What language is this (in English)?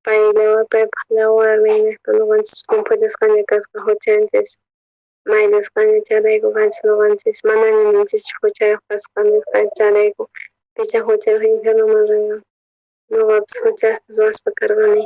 South Bolivian Quechua